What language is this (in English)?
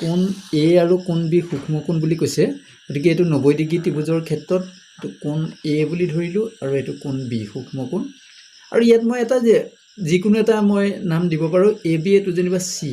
Assamese